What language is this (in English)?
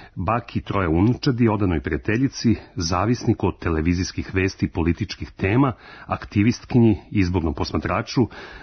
Serbian